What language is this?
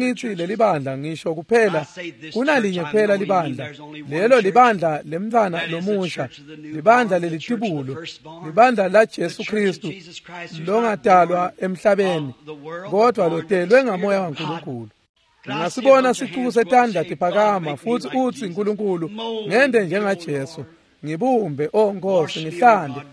Swati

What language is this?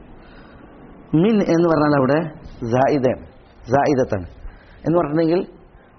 Malayalam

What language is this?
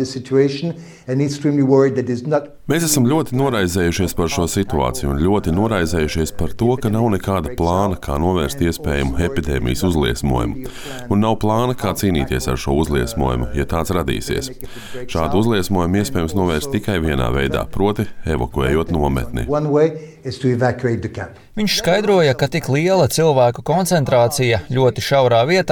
Latvian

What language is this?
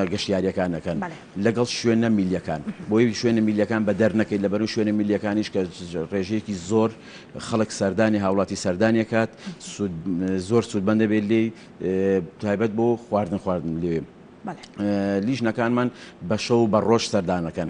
Central Kurdish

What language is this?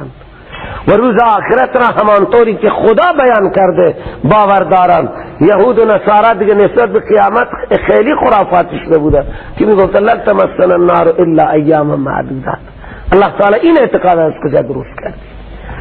Persian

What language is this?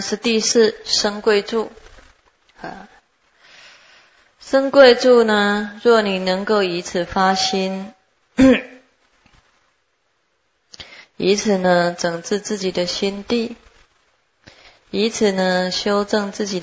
Chinese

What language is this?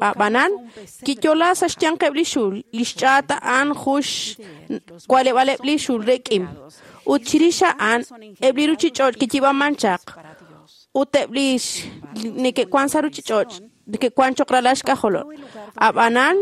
Kekchí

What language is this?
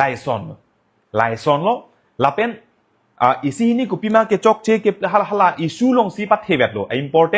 Karbi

